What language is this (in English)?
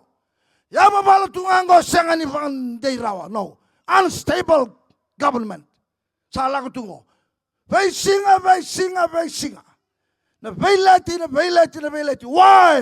Fijian